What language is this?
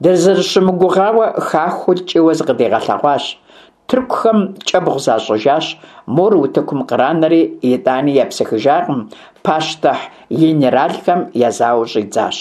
Kabardian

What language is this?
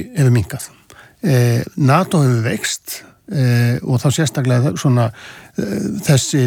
Icelandic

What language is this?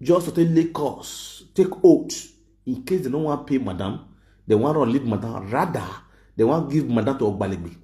Nigerian Pidgin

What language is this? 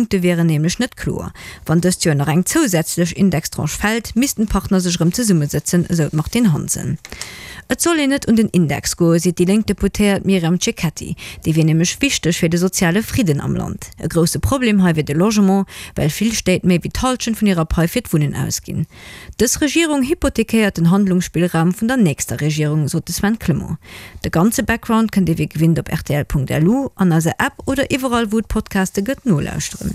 Luxembourgish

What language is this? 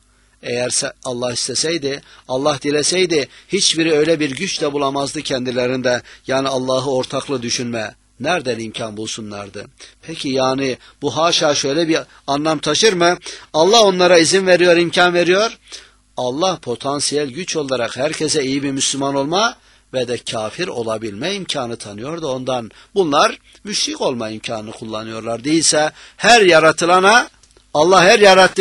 Turkish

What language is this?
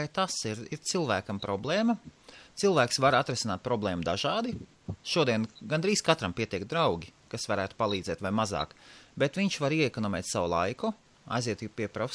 Latvian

